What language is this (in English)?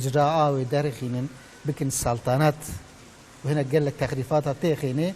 Kurdish